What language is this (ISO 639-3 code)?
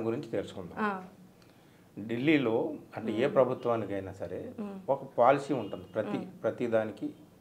tel